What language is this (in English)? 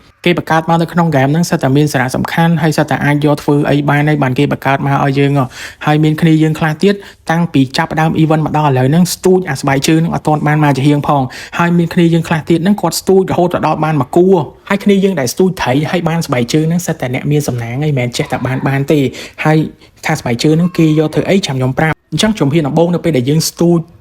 Khmer